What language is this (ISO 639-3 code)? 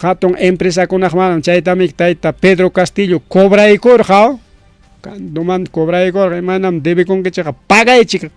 quy